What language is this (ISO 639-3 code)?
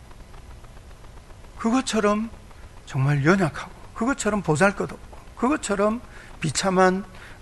kor